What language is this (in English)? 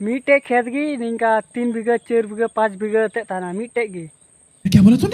Santali